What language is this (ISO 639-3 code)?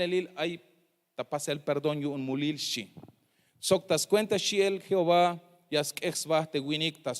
tzh